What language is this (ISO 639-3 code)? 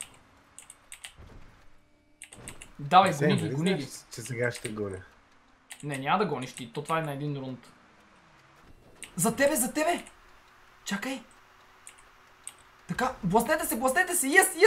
bul